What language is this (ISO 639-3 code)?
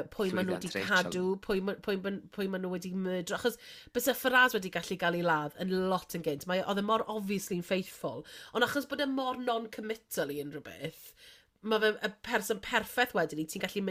cym